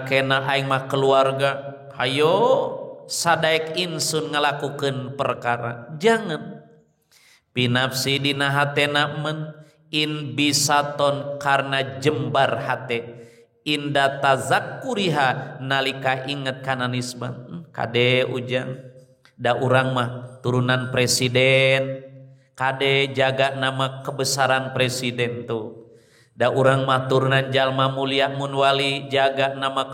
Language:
Sundanese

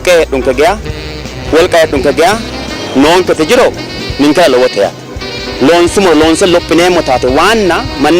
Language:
Sidamo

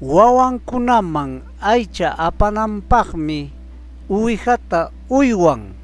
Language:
Ayacucho Quechua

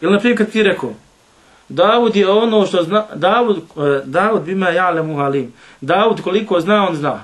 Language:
Bosnian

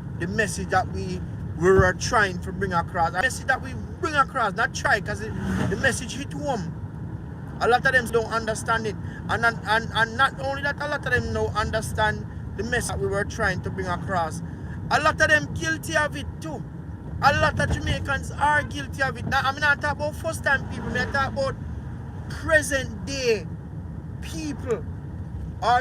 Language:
Jamaican Creole English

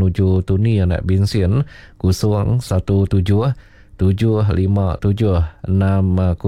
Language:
Iban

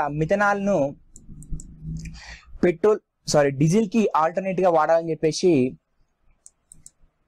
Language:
Telugu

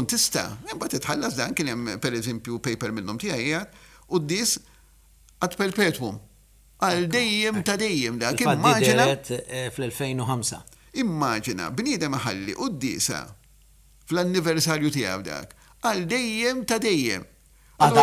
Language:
Maltese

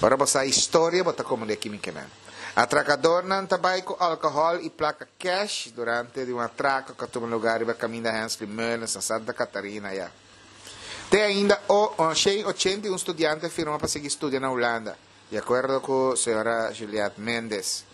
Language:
Papiamento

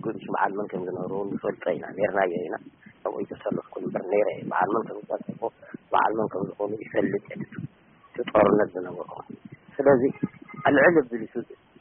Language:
Tigrinya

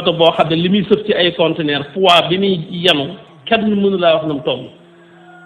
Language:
Wolof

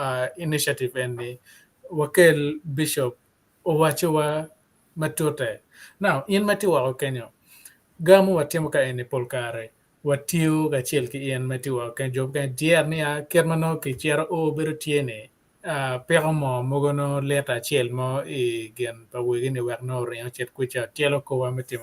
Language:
Acoli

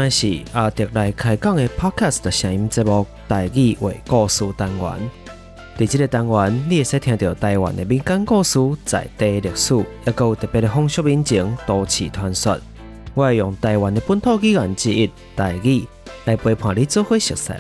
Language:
Min Nan Chinese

